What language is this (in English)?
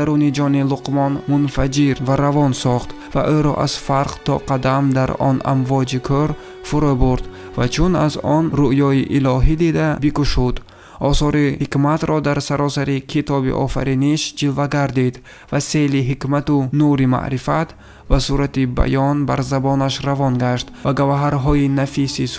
Tajik